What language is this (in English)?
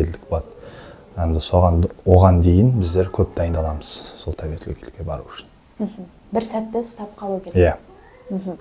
Kazakh